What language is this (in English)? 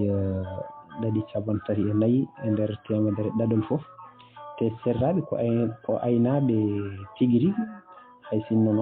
Fula